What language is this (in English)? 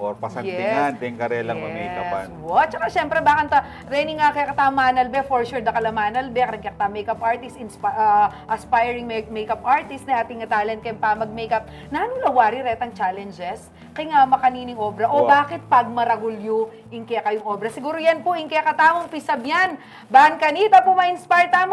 Pampanga